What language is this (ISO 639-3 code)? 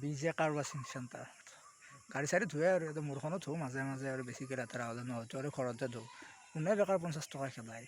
asm